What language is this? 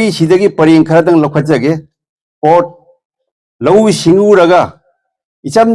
Manipuri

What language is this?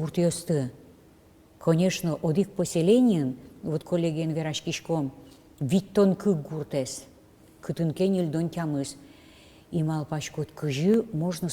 Udmurt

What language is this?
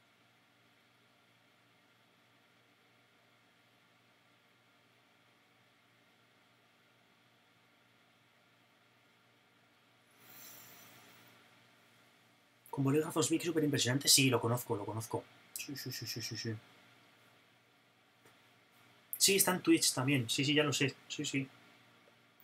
Spanish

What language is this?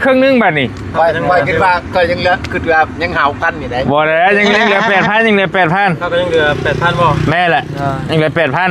Northeastern Thai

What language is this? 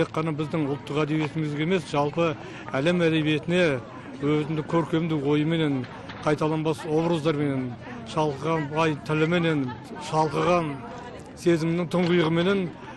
Kazakh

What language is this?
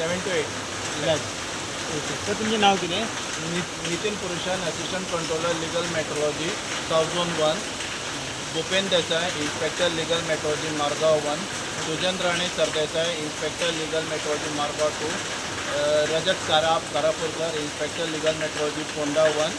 Konkani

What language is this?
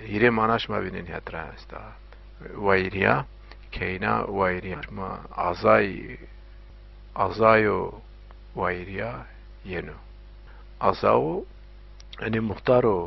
Zaza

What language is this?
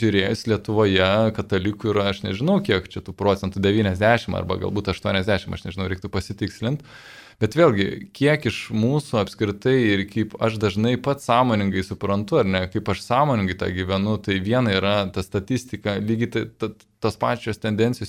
Lithuanian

